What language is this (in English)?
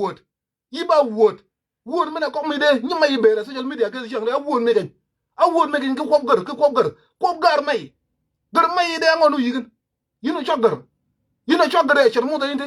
Nuer